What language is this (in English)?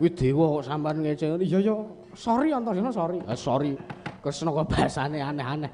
Javanese